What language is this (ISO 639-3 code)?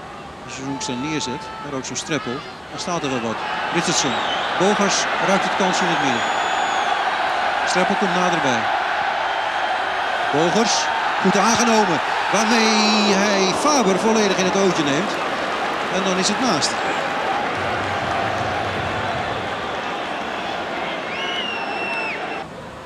nld